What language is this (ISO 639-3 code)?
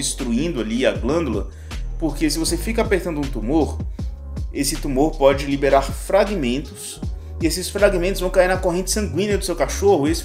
por